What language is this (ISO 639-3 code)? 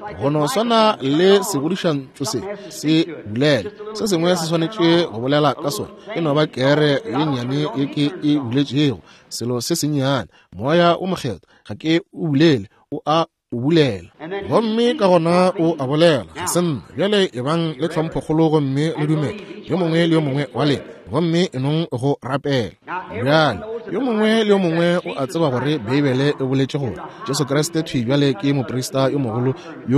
nso